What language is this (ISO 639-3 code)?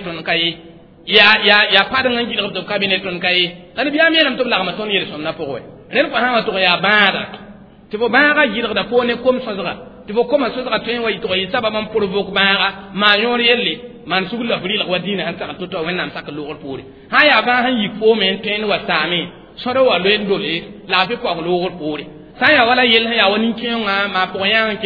mos